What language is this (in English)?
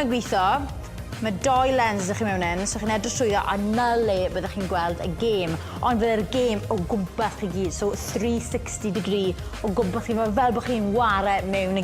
Welsh